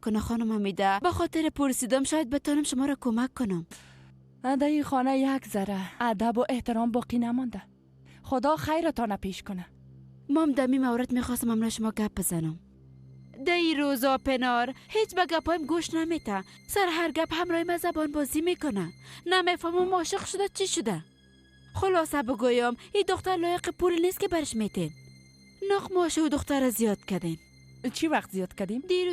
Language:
Persian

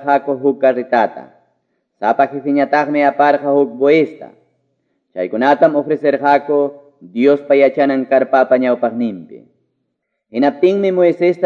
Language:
Quechua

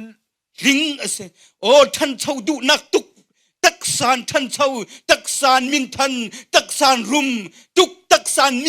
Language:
Hakha Chin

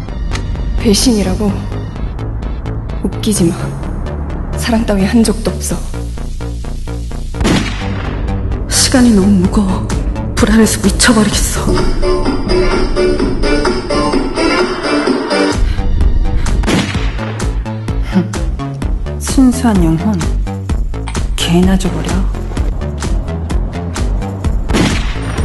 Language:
Korean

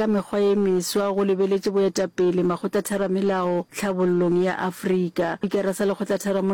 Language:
Northern Sotho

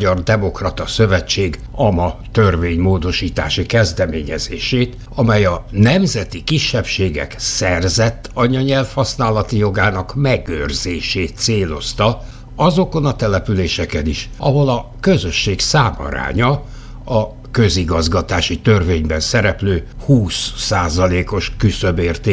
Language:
Hungarian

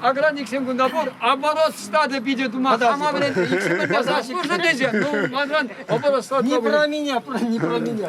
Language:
Chuvash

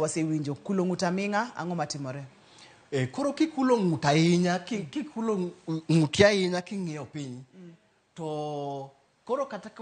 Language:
Luo (Kenya and Tanzania)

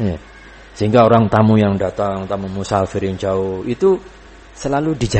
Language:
Indonesian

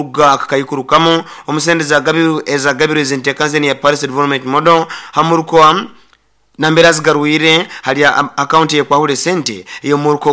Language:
Nyoro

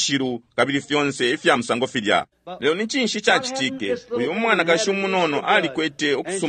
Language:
Bemba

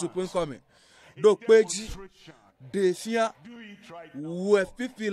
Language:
Ewe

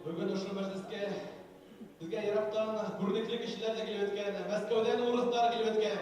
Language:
Bashkir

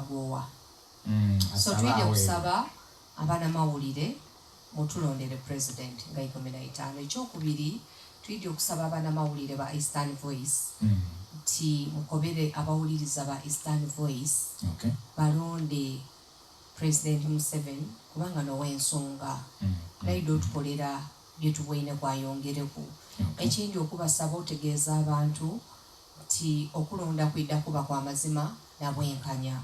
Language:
Soga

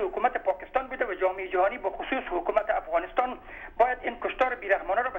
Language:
Persian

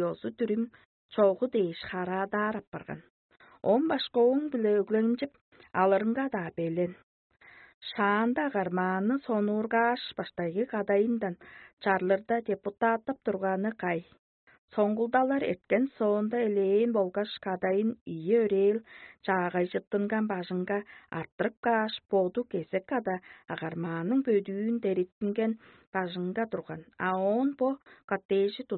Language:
Tuvinian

